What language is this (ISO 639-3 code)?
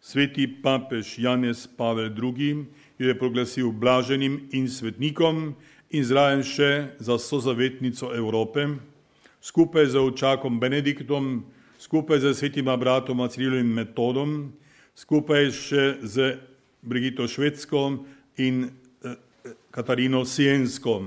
slv